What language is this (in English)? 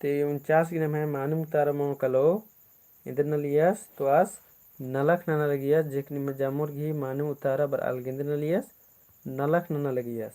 Kurukh